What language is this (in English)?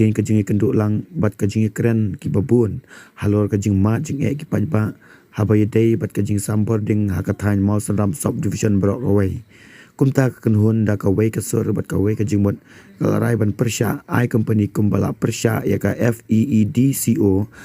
Khasi